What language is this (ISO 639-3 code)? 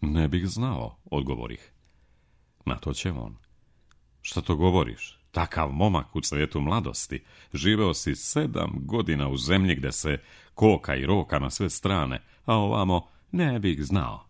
srp